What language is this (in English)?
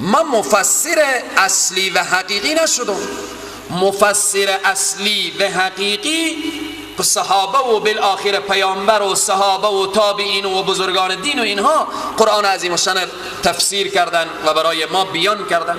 Persian